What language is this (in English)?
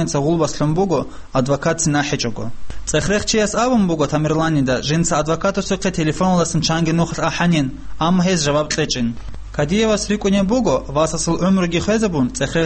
Avaric